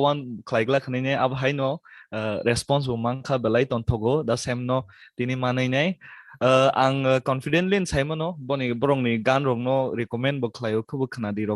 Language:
Kok Borok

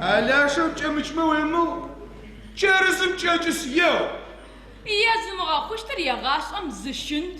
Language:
Adyghe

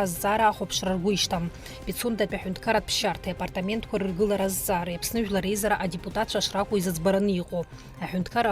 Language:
Abkhazian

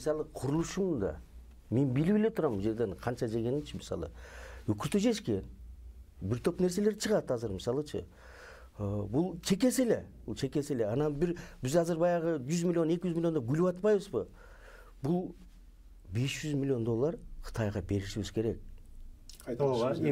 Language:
Kyrgyz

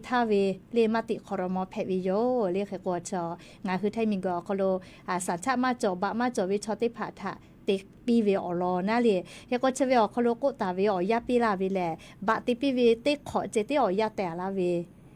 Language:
Lahu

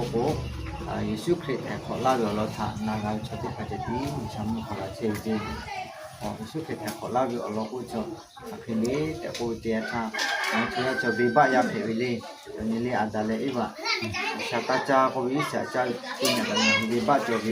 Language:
Lahu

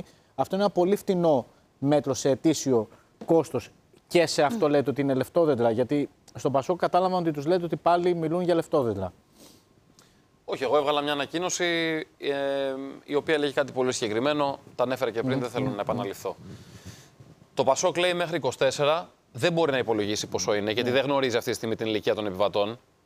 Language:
Greek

